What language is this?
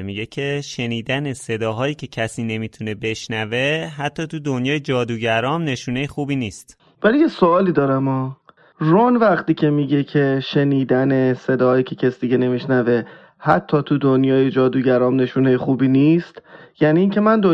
Persian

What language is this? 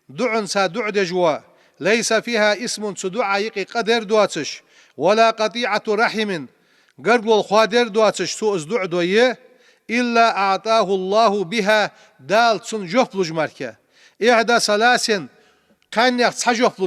Ingush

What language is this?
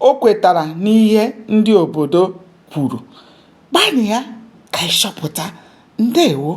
Igbo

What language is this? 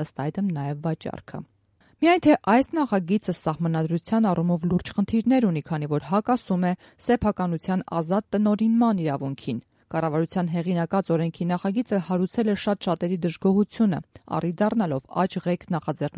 Armenian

